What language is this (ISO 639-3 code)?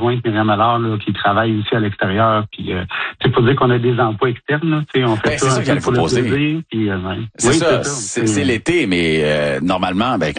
fra